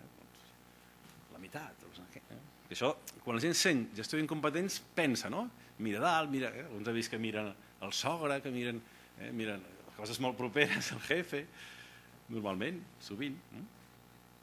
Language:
Catalan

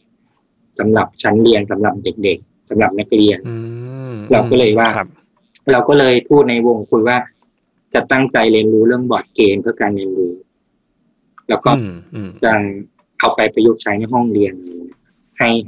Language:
Thai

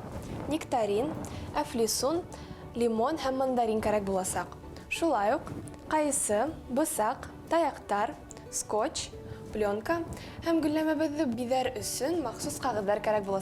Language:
Bashkir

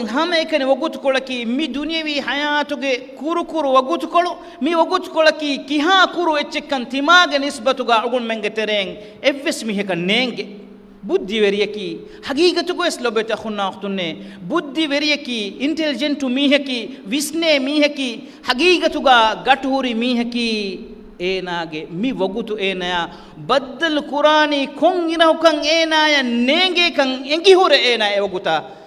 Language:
Divehi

